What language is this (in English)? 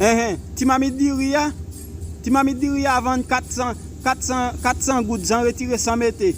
Haitian Creole